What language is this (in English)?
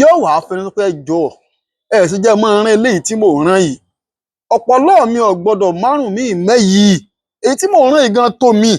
Yoruba